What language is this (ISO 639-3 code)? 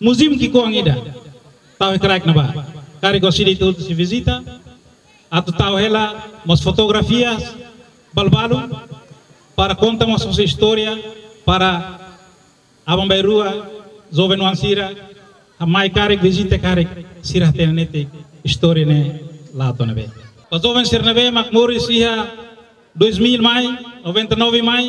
tet